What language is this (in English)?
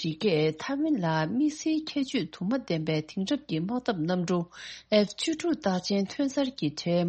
Tibetan